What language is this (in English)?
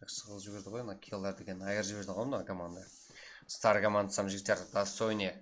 Kara-Kalpak